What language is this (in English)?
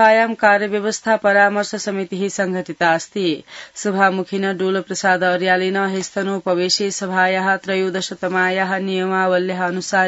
Sanskrit